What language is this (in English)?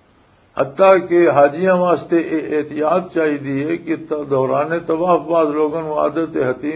Western Panjabi